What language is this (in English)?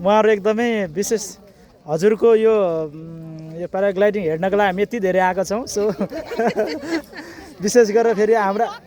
Nepali